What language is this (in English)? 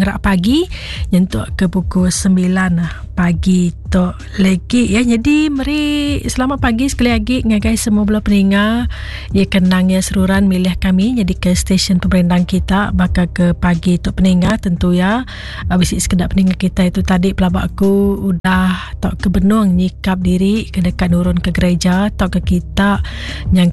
Iban